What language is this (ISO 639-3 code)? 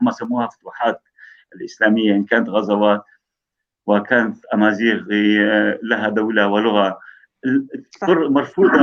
apc